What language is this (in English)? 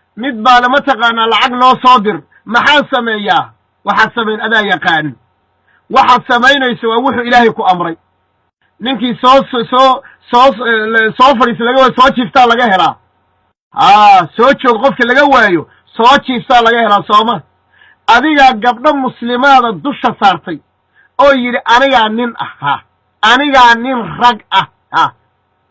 Somali